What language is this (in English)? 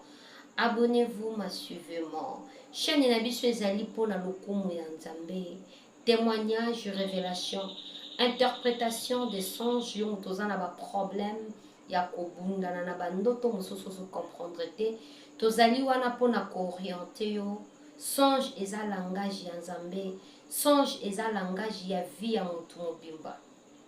Lingala